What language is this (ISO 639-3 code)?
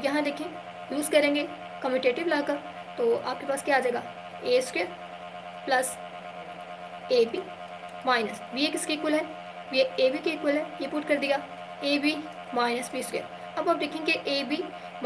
hin